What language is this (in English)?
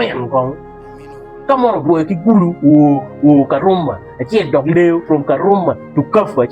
Acoli